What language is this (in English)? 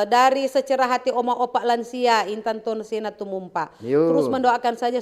Manado Malay